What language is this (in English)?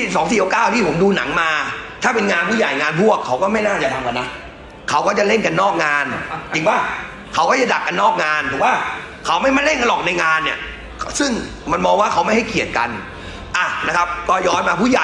Thai